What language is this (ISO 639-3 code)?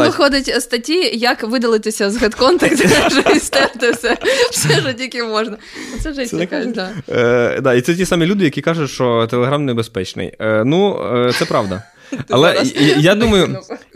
ukr